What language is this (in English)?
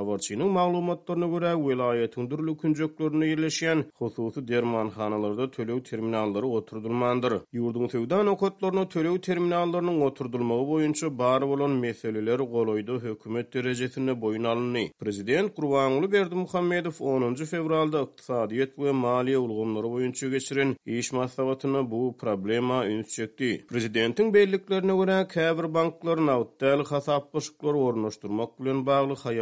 Turkmen